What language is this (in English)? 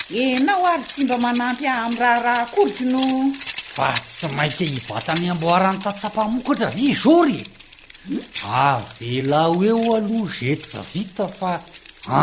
Malagasy